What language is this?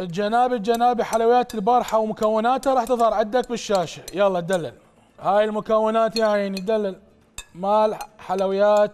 Mesopotamian Arabic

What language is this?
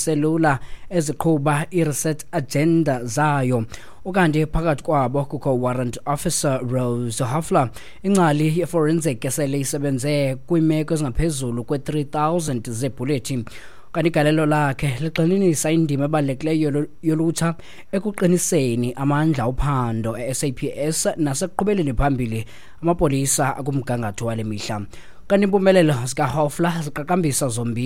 Xhosa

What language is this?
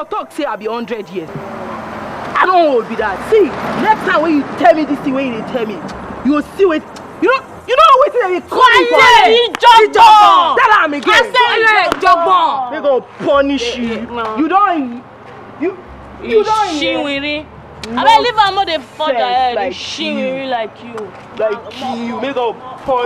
Nigerian Pidgin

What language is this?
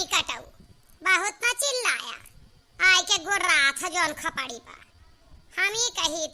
Awadhi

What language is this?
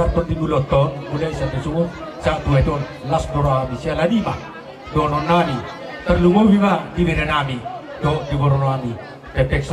Batak Toba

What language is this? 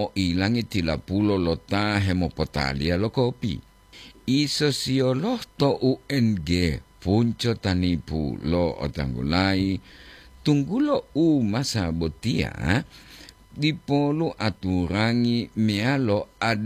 Gorontalo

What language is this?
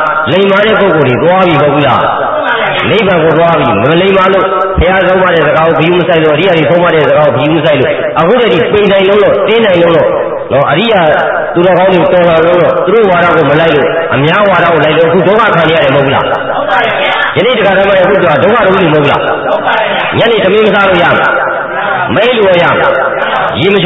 Burmese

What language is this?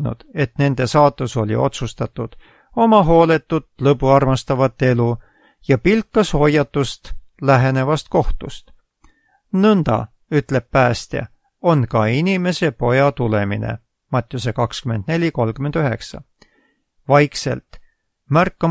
Estonian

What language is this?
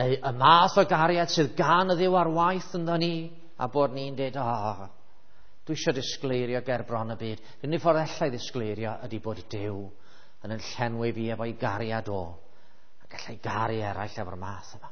Welsh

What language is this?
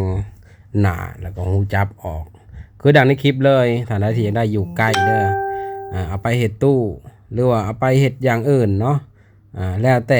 Lao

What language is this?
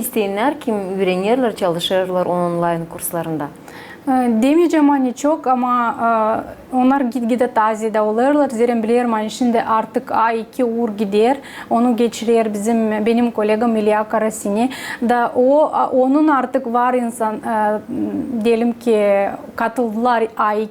Gagauz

